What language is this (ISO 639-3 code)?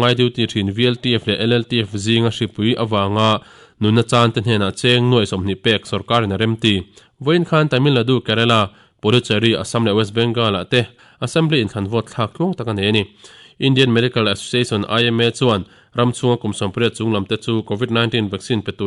lus